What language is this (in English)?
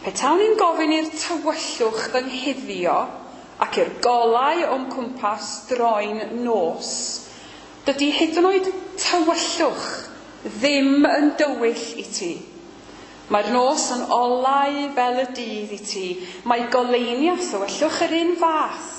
Welsh